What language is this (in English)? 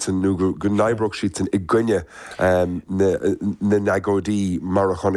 Irish